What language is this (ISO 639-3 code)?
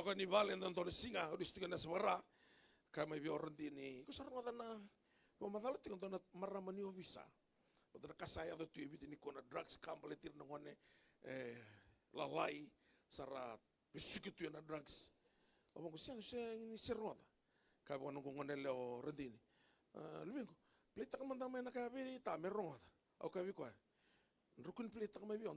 fij